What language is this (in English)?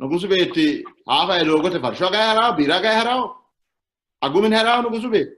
Sidamo